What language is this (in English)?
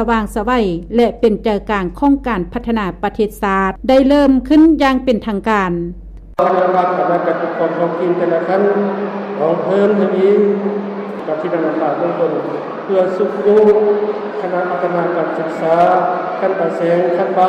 Lao